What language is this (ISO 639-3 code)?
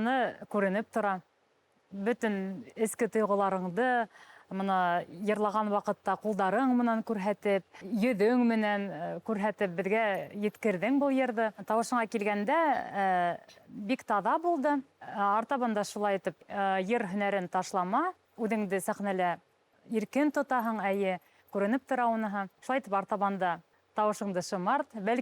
bak